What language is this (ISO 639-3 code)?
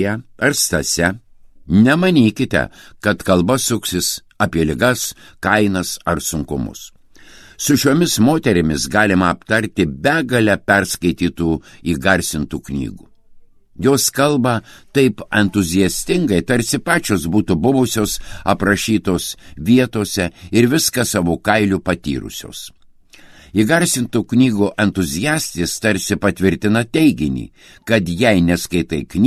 lit